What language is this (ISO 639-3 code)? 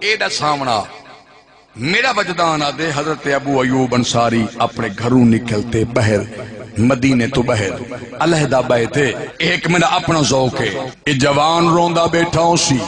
skr